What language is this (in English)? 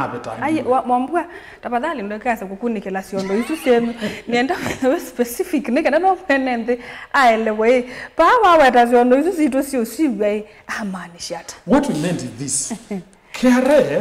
Kamba